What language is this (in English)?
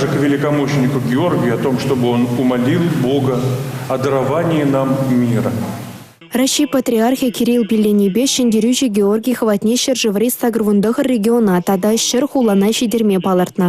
Chuvash